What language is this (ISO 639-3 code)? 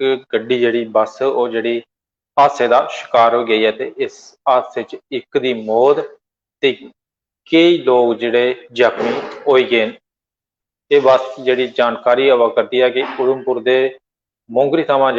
doi